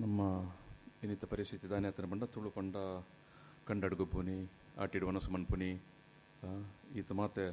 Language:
Tulu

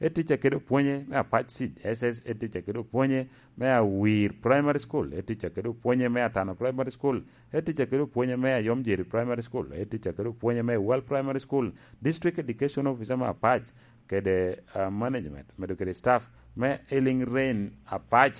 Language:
Lango (Uganda)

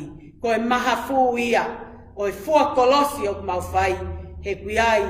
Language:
Tongan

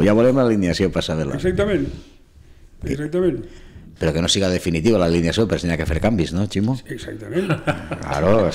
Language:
Catalan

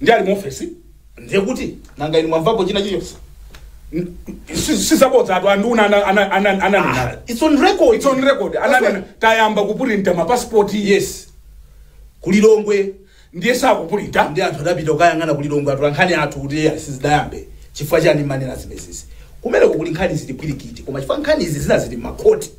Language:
Nyanja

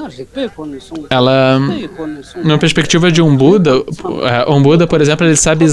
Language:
Portuguese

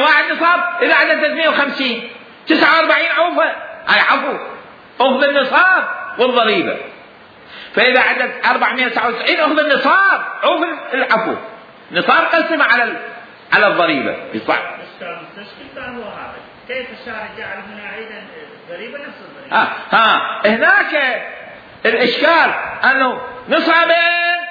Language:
Mesopotamian Arabic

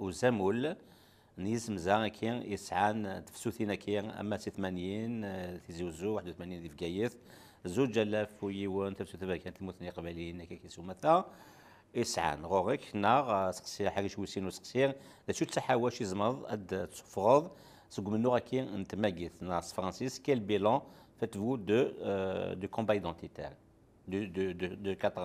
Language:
Kabyle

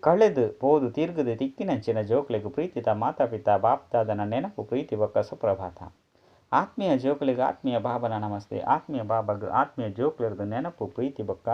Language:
Tulu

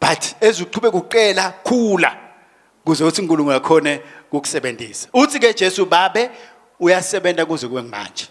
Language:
Swati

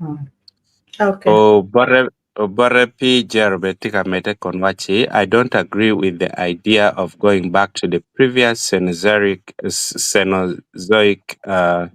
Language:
Acoli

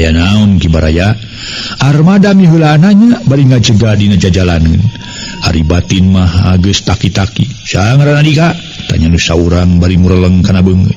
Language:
Sundanese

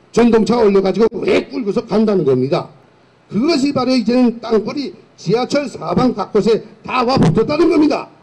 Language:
Korean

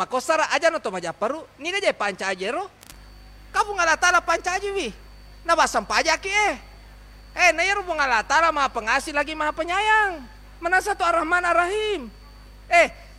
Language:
Buginese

